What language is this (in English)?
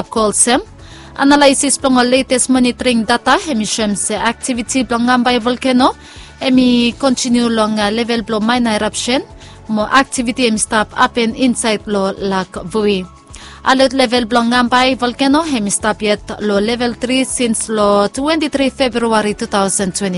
Bislama